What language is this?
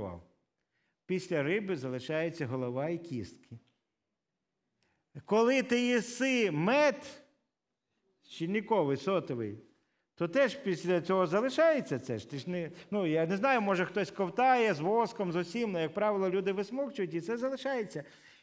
Ukrainian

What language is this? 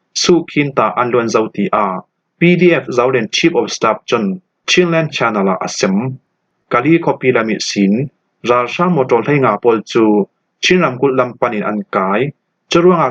Falam Chin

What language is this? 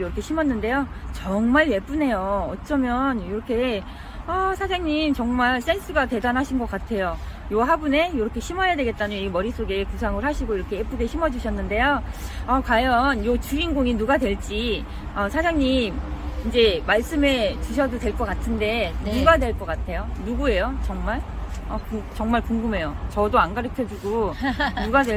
Korean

